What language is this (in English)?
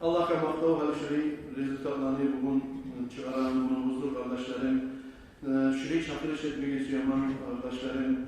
Kumyk